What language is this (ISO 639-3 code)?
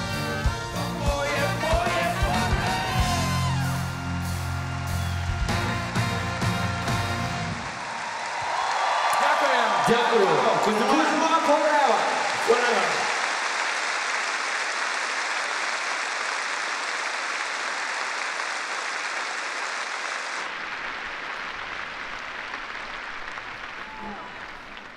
ukr